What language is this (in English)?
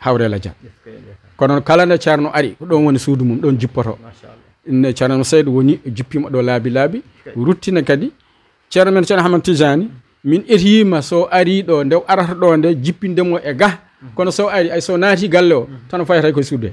Fula